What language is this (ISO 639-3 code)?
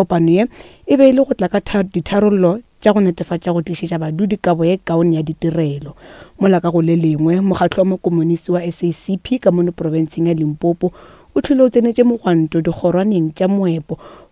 nso